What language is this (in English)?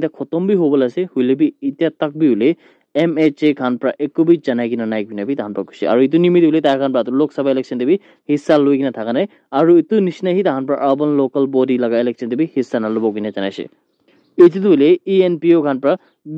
Naga Pidgin